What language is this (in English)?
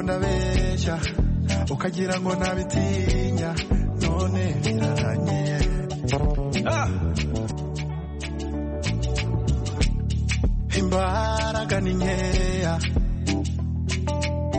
Kinyarwanda